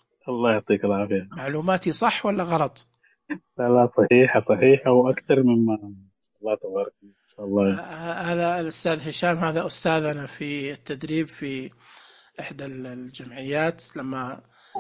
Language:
Najdi Arabic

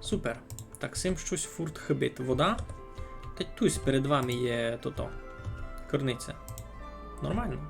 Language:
Rusyn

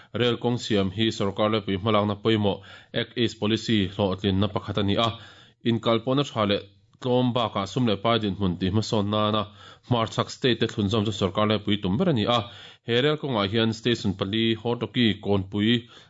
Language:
Mizo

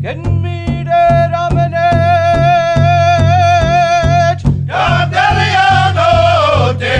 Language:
Mi'kmaw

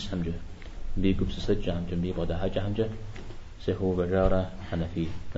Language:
Kabardian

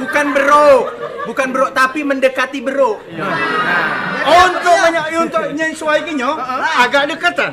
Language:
Musi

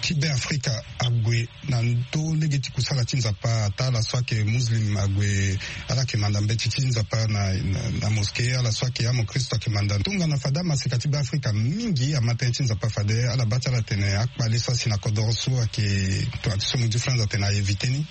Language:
Sango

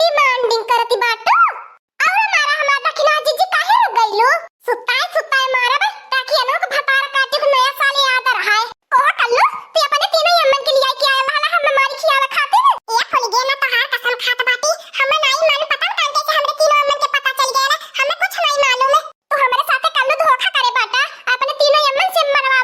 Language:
Awadhi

